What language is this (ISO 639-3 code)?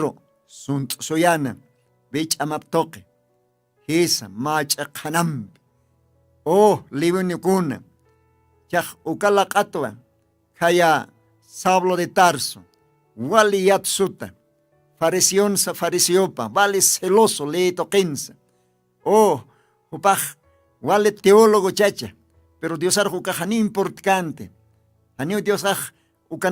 aym